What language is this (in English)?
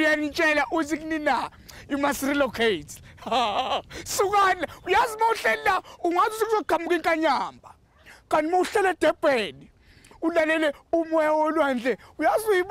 Zulu